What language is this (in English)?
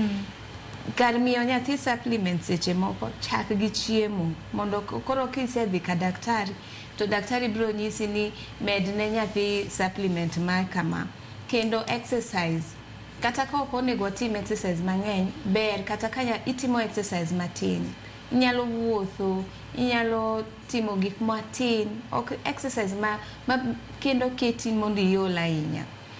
Luo (Kenya and Tanzania)